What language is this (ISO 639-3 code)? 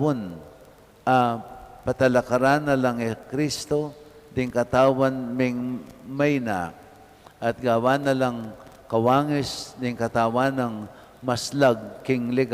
pam